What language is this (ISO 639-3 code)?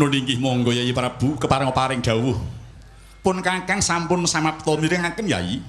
jav